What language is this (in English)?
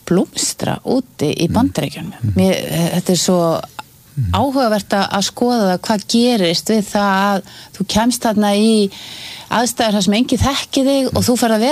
Icelandic